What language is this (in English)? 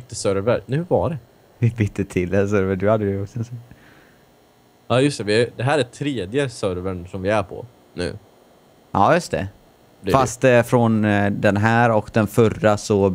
Swedish